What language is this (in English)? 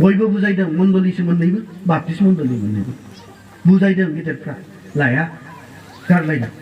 Bodo